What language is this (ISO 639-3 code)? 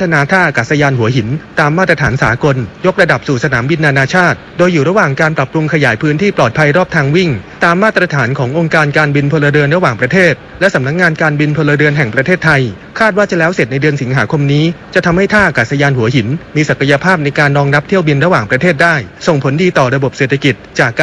tha